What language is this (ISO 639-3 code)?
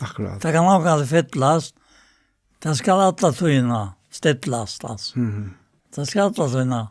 fao